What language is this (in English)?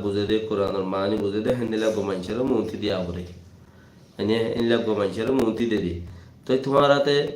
Rohingya